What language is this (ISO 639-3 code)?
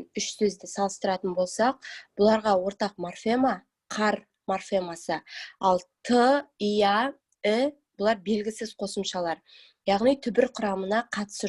kaz